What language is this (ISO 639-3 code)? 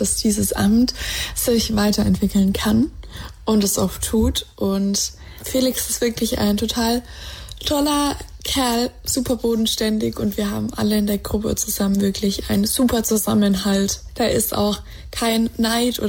deu